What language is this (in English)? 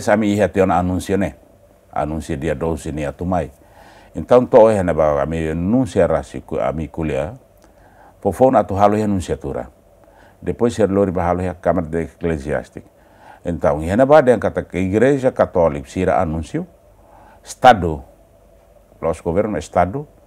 Tetum